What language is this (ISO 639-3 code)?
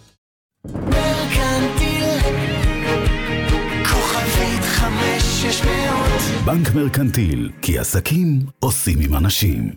heb